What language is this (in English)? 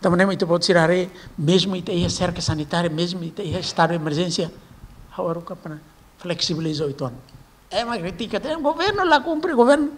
Tetum